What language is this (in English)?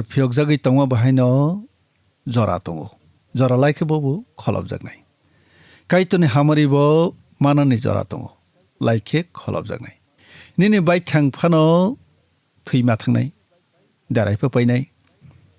Kok Borok